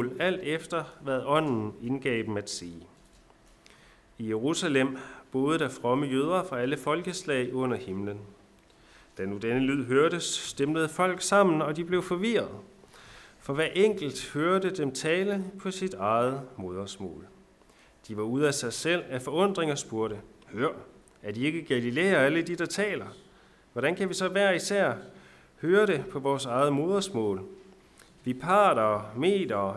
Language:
Danish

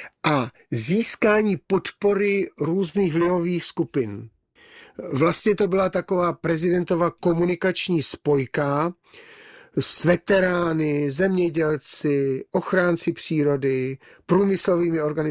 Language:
Czech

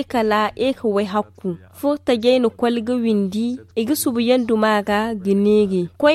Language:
Zarma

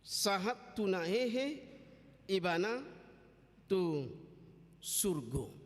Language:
Batak Toba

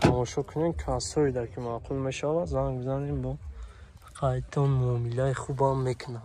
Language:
Tajik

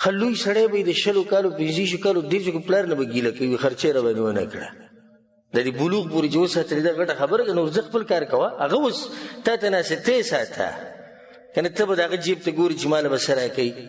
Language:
Pashto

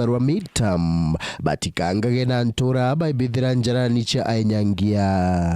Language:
Meru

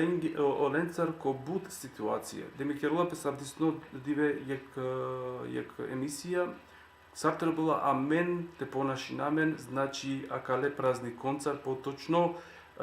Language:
Balkan Romani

